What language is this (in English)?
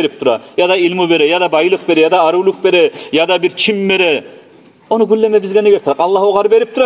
Kumyk